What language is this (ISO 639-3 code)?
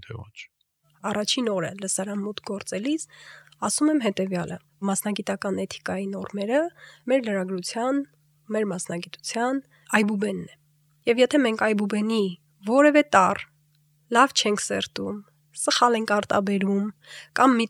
hye